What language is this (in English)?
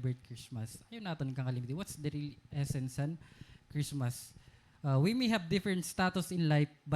Waray